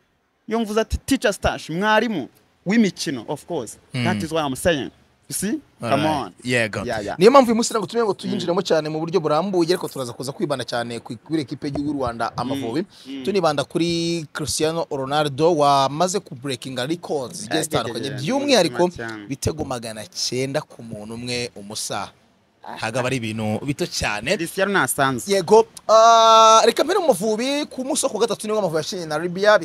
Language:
Kinyarwanda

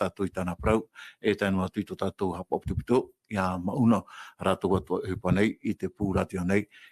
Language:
Tahitian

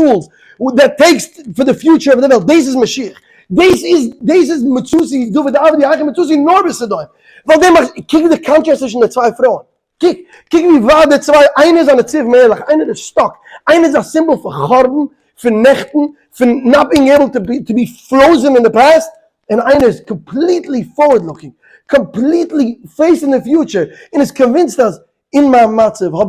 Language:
Yiddish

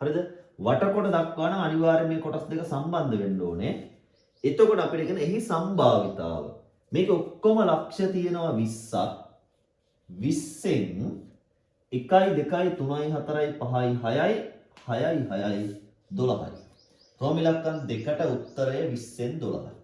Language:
Sinhala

